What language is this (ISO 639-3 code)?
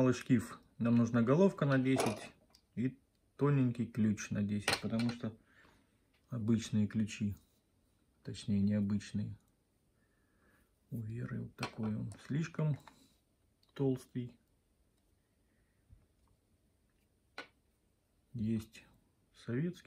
rus